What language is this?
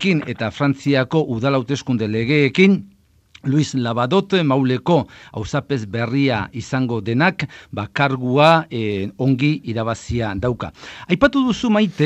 Basque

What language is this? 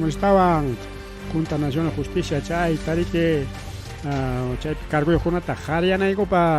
Ayacucho Quechua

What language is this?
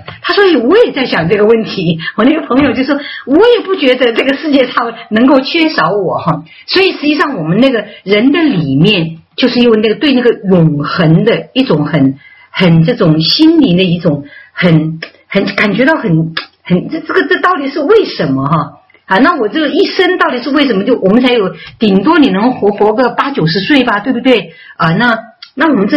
Chinese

